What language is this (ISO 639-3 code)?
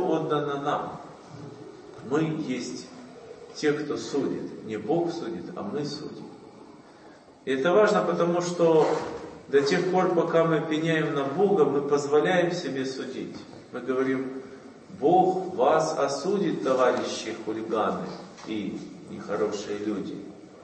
rus